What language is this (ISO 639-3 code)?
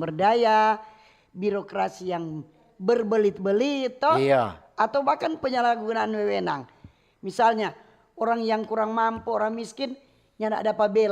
xmm